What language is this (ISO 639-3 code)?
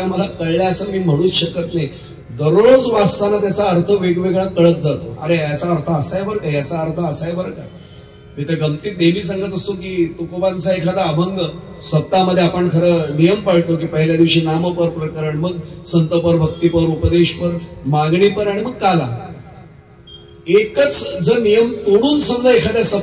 mar